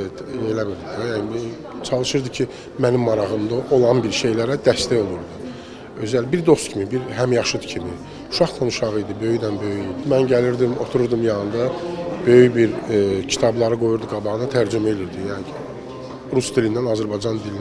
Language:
Azerbaijani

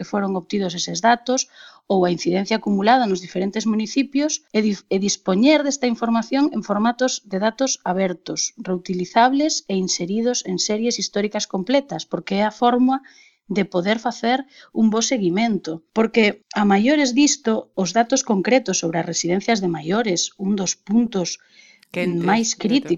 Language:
Galician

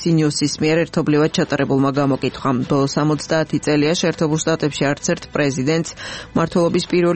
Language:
Georgian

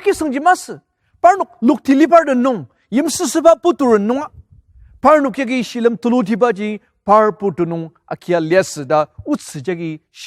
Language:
Ao Naga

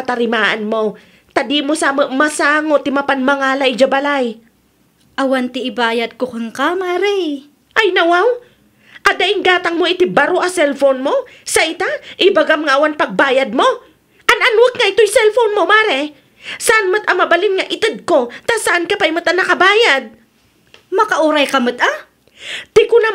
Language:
Iloko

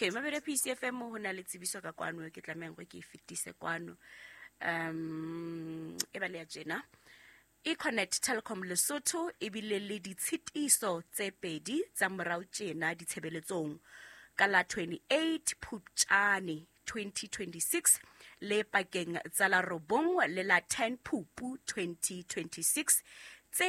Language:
Southern Sotho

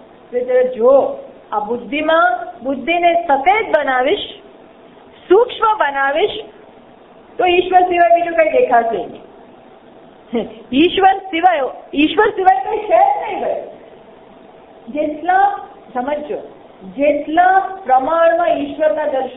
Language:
Gujarati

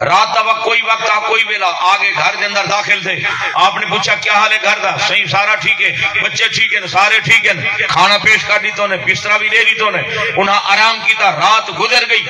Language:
Saraiki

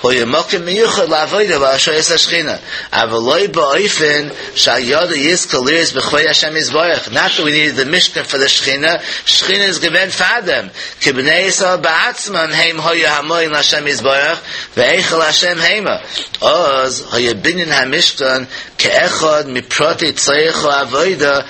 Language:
Yiddish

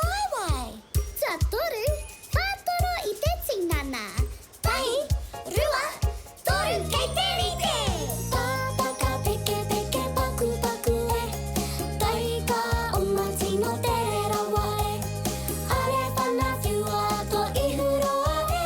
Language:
Māori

